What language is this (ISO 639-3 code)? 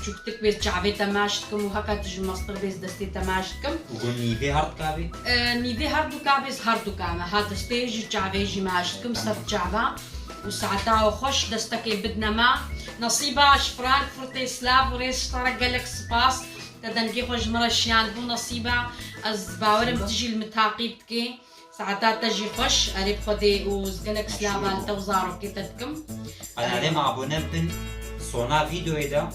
kur